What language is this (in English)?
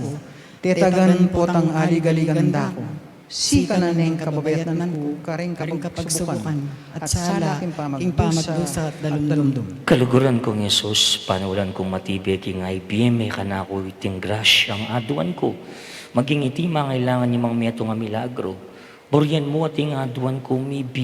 Pampanga